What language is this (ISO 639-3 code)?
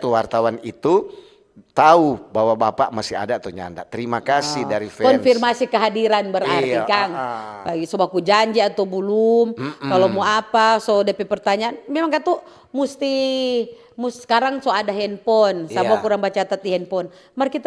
xmm